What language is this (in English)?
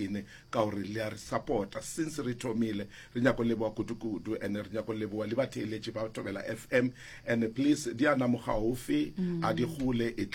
Northern Sotho